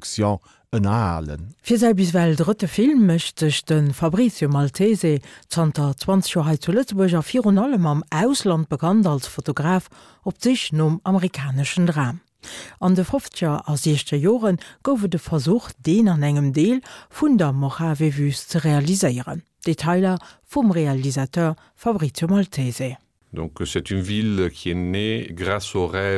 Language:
Luxembourgish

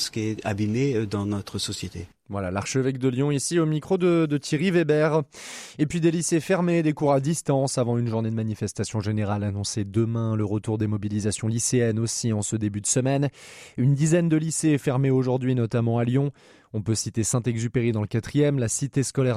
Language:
French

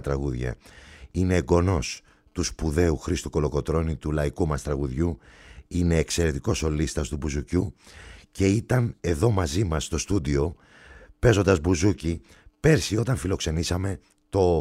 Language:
Greek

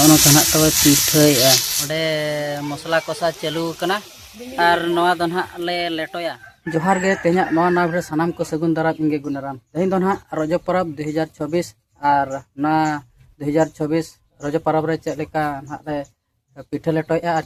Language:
Santali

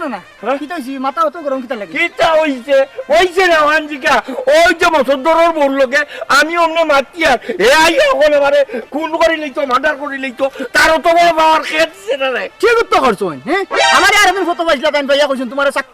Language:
Sylheti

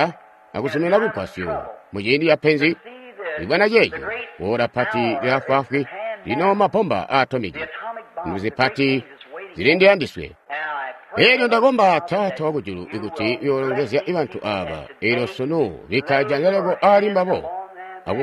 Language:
Tonga (Zambia)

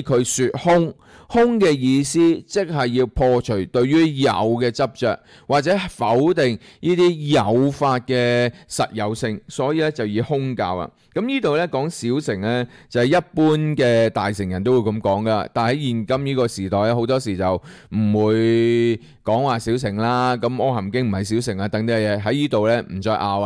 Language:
Cantonese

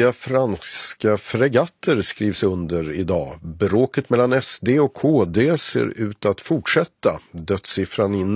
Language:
Swedish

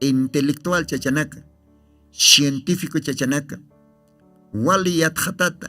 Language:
Aymara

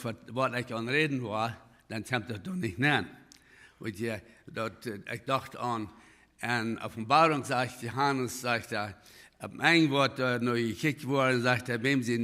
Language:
Plautdietsch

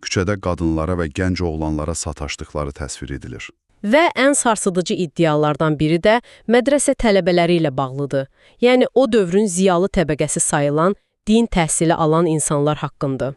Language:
Azerbaijani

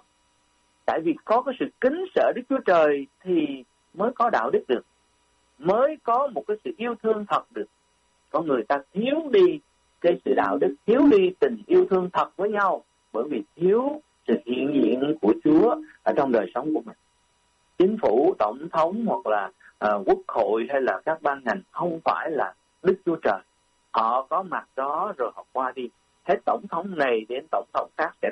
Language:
Vietnamese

